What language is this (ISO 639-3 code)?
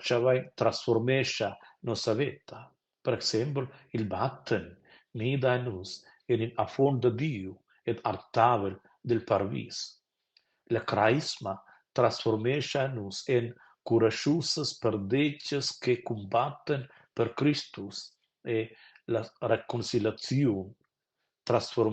roh